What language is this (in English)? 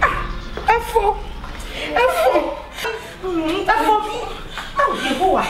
Ewe